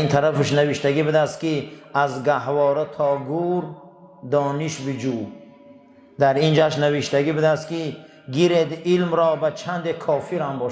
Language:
Tajik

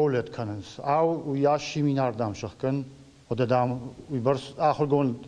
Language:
Ossetic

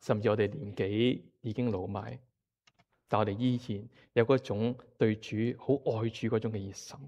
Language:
Cantonese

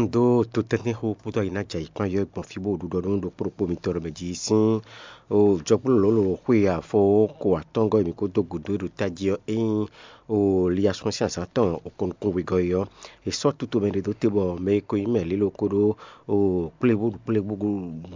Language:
Fon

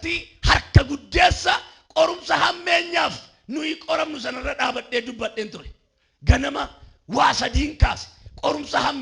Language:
Oromo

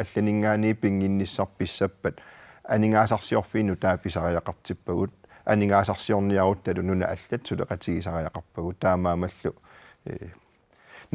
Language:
Kalaallisut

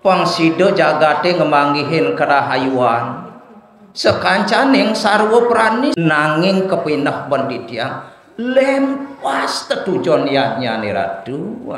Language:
Balinese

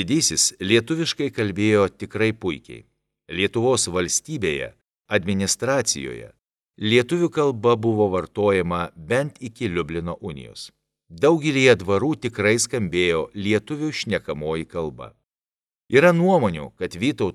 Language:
Lithuanian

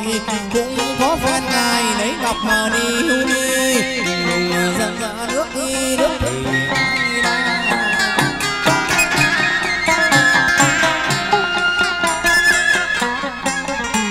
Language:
Vietnamese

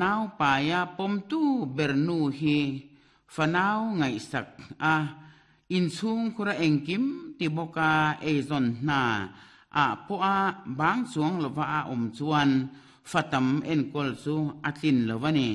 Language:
Mizo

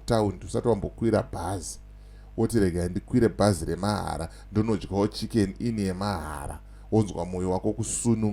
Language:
Shona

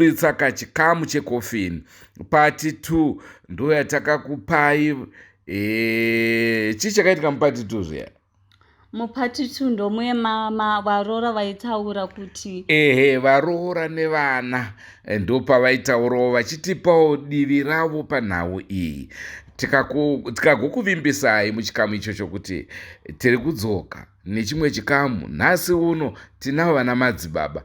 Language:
Shona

